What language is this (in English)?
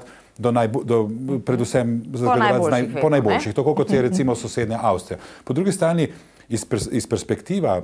Slovenian